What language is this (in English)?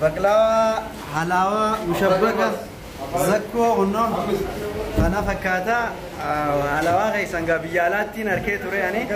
Oromo